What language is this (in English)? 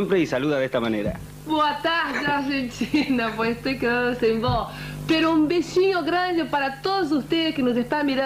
Spanish